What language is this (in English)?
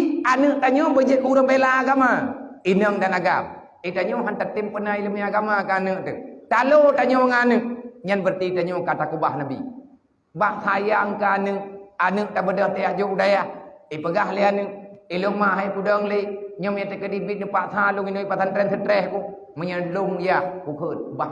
Achinese